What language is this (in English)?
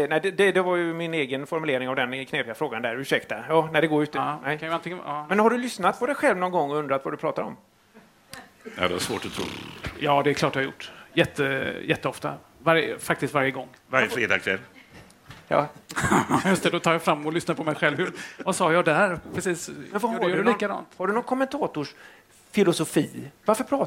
Swedish